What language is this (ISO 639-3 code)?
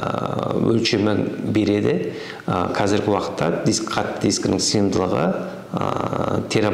kaz